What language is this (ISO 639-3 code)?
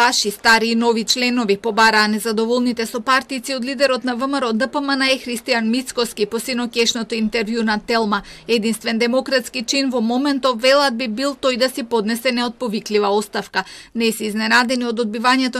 mkd